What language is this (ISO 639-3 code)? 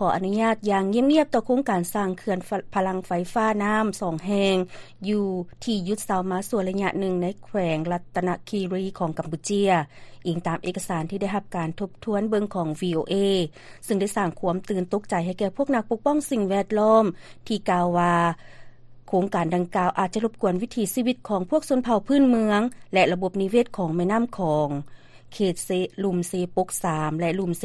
lao